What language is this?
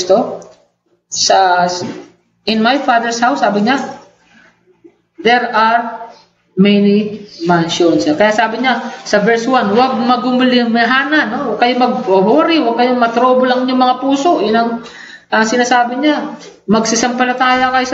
Filipino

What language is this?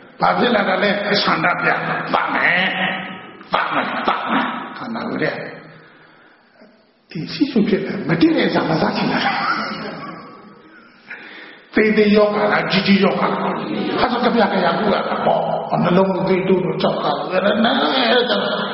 Burmese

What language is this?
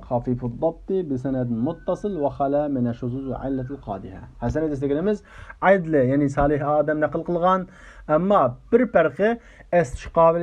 Uyghur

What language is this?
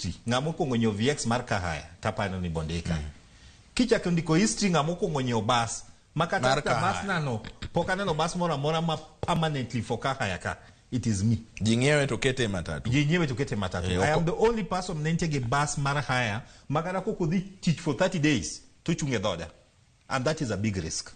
Luo (Kenya and Tanzania)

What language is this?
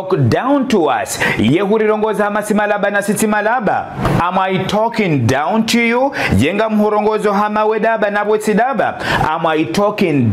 Ngazidja Comorian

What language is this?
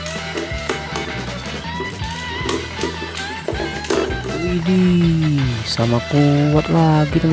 Indonesian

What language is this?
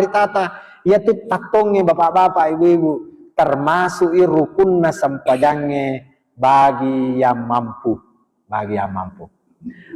Buginese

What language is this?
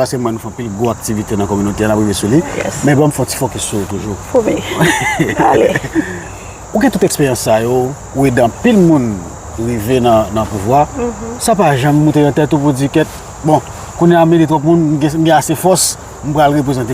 Haitian Creole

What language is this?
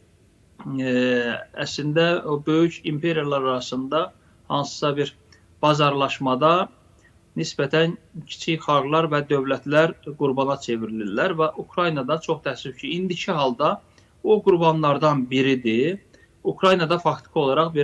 Azerbaijani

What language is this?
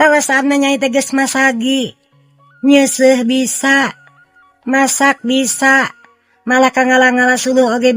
Sundanese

